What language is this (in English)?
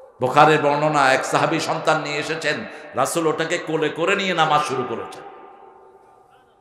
Bangla